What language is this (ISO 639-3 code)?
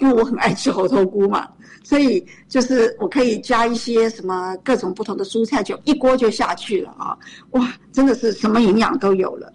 zho